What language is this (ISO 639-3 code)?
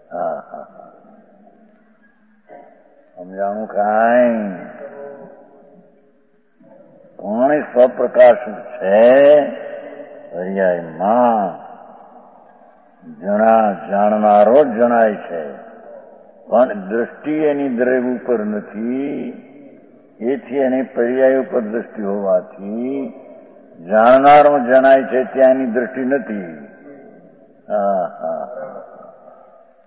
guj